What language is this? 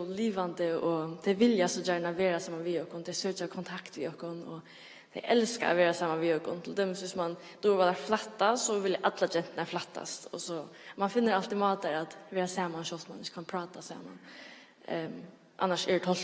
Faroese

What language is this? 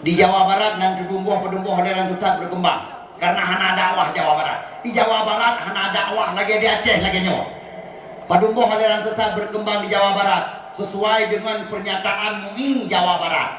Achinese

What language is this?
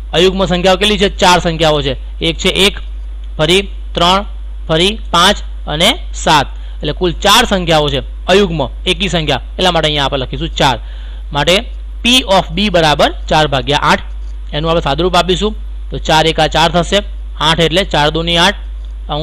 Gujarati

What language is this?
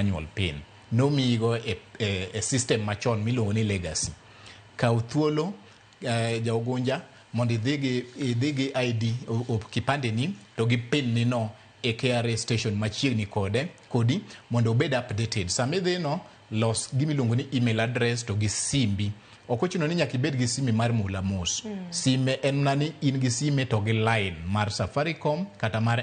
Luo (Kenya and Tanzania)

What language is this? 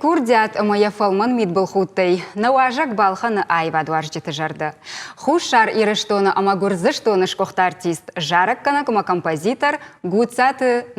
Ossetic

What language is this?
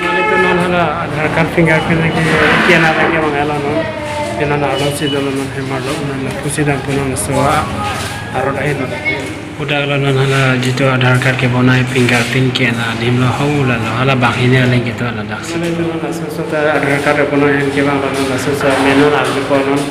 Karbi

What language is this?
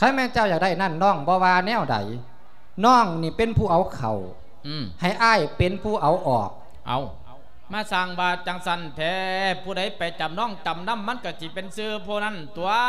Lao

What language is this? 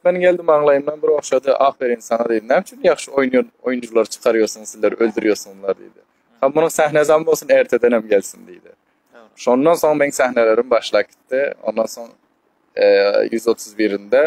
Turkmen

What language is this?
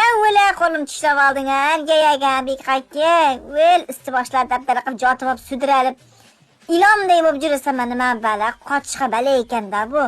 Uzbek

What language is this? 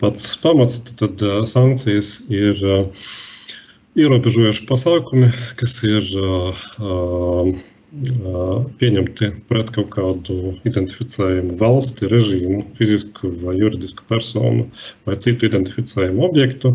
Latvian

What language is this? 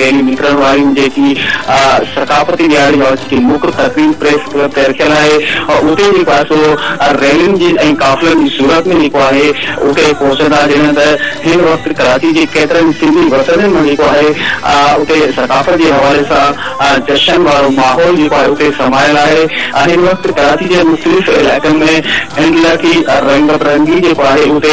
Sindhi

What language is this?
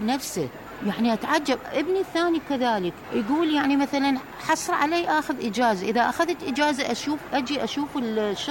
Mesopotamian Arabic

